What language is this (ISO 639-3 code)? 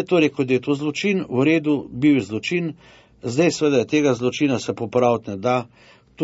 slv